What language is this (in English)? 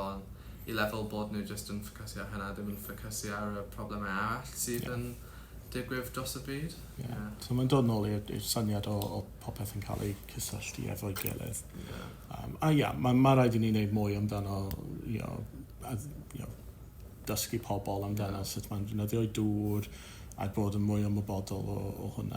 Welsh